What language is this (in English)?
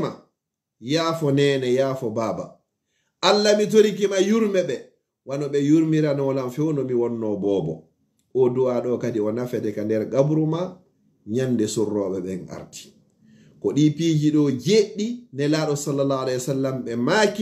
Fula